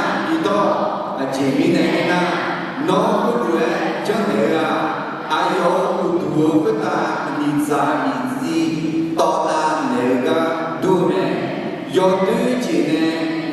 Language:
Akha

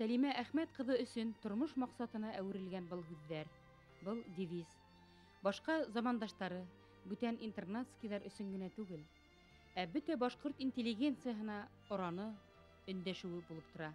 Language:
Bashkir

